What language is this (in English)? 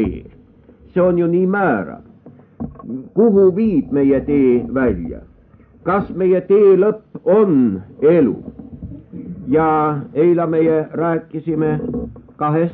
Estonian